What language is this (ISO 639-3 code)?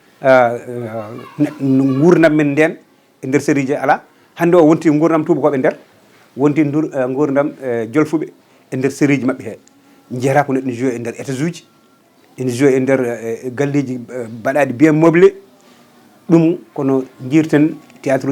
ful